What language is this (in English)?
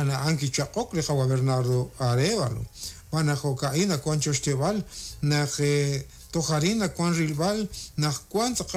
Kekchí